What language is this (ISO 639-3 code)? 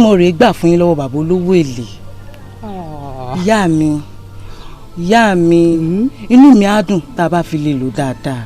yor